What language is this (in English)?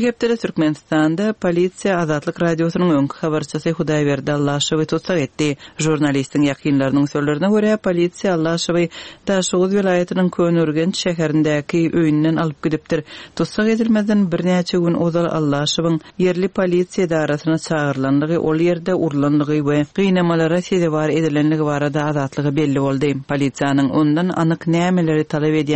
Turkmen